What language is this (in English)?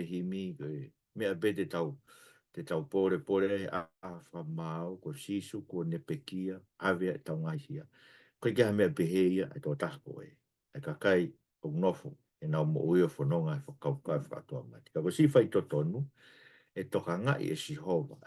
Tongan